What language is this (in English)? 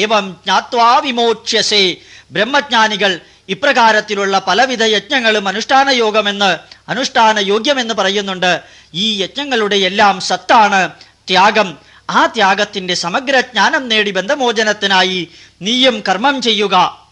Malayalam